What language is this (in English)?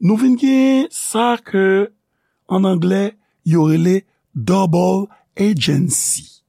Haitian Creole